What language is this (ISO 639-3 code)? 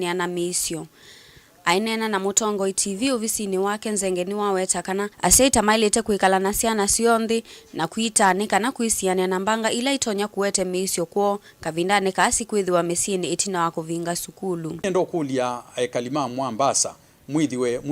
kam